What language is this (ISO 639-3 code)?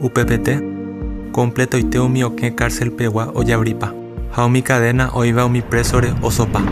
grn